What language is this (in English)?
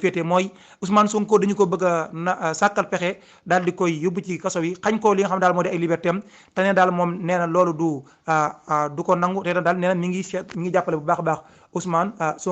Wolof